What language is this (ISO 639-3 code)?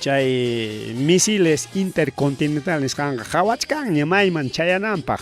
quy